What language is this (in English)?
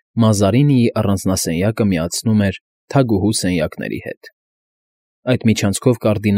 Armenian